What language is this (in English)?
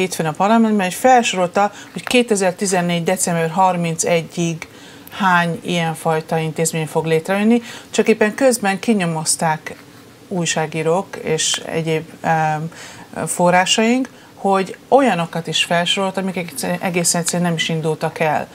Hungarian